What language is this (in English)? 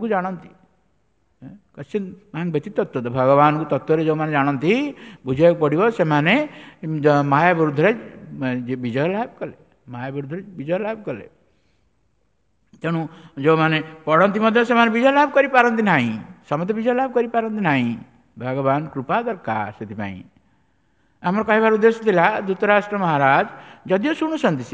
Odia